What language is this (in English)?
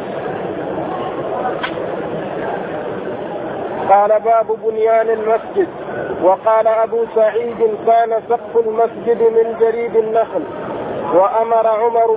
Arabic